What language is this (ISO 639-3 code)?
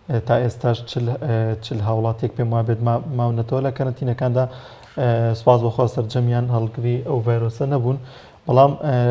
ckb